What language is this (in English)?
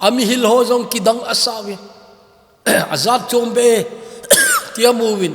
Thado Chin